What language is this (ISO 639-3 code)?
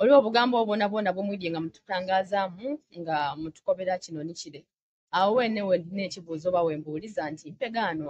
xog